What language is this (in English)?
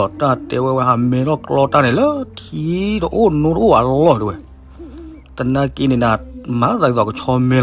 S'gaw Karen